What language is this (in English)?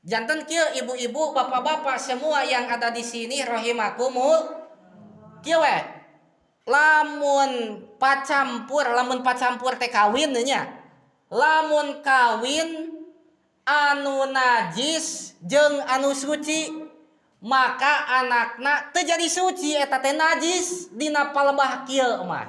Sundanese